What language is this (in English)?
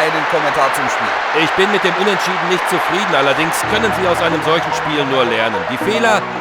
Bavarian